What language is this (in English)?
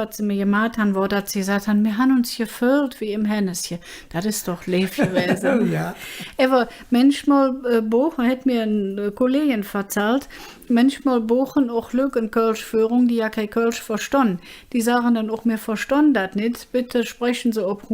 Colognian